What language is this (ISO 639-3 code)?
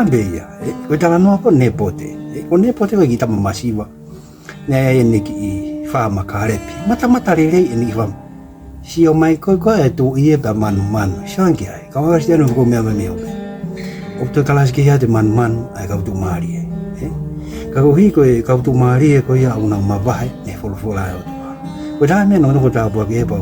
ton